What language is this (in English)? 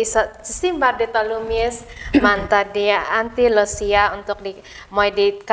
Central Dusun